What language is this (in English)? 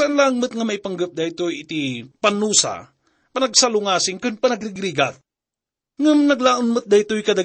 Iloko